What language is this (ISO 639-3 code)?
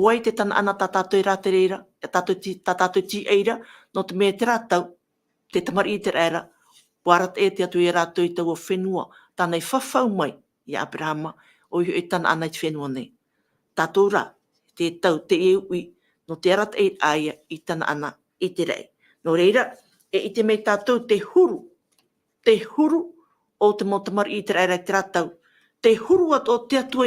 tah